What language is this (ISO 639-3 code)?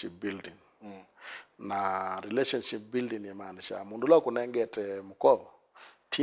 kam